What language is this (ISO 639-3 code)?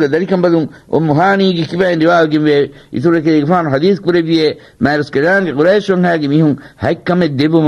div